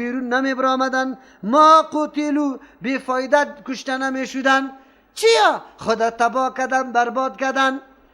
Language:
Persian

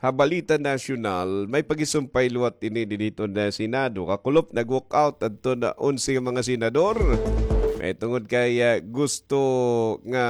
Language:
Waray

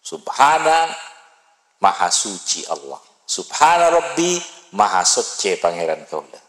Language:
Madurese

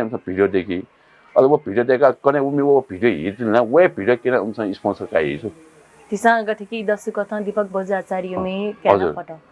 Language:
Newari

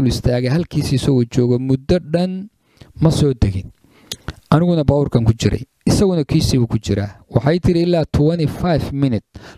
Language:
Somali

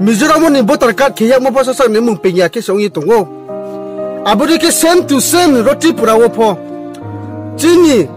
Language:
Riang (India)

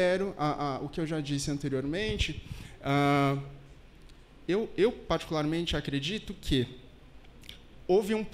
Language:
Portuguese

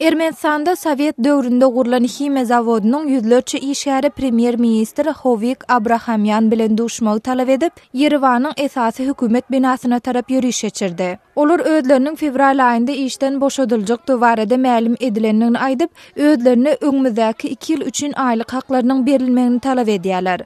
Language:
Turkmen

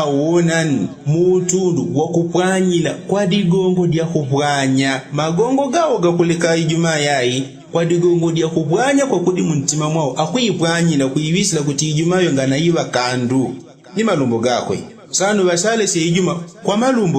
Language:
Yao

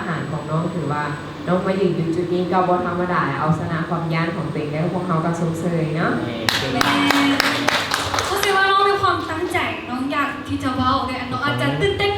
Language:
Lao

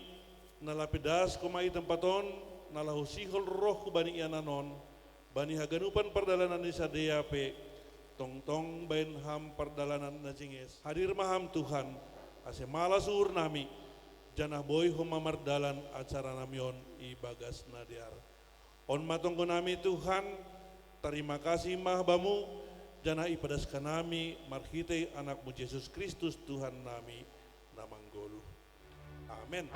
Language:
Batak Simalungun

